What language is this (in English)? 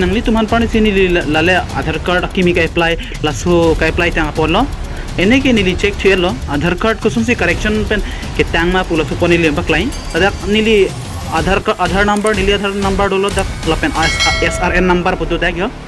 Karbi